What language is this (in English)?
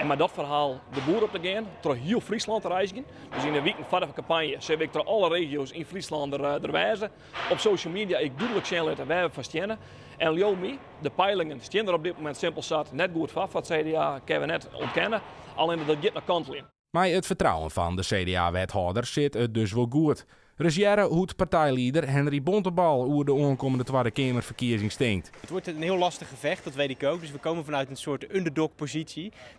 Western Frisian